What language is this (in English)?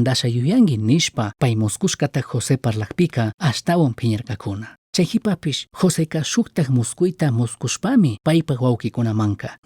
Chimborazo Highland Quichua